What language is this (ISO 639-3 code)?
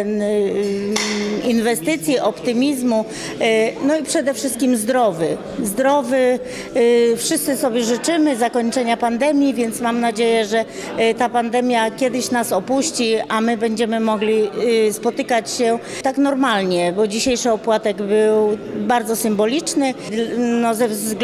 pol